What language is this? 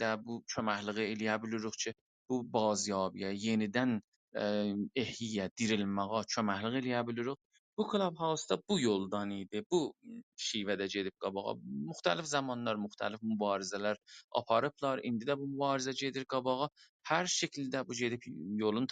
South Azerbaijani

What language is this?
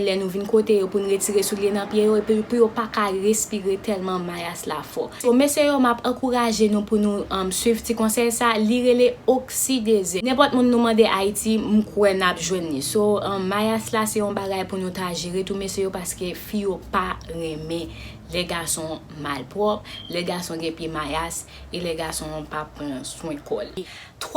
Haitian Creole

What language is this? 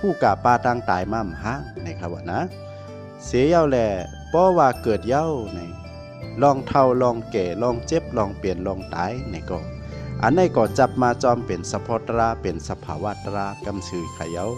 Shan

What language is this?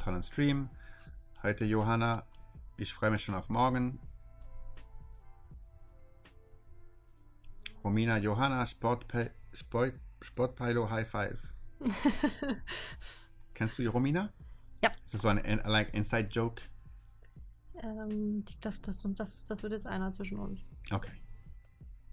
German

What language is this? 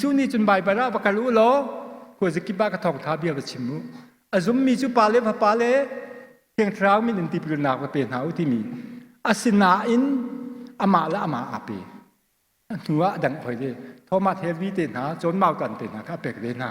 Hakha Chin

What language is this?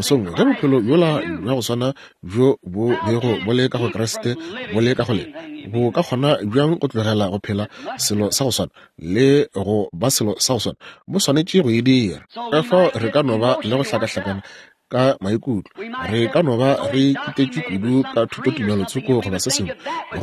Northern Sotho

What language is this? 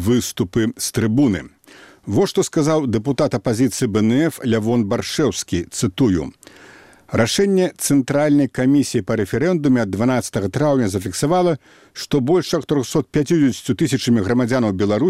Belarusian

